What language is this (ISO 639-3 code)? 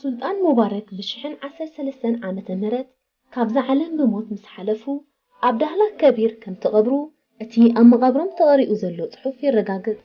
tir